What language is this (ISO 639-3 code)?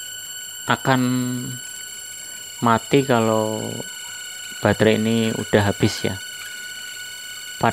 ind